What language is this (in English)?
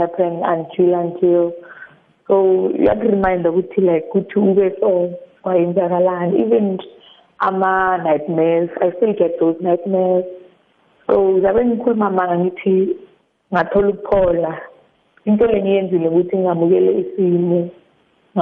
South Ndebele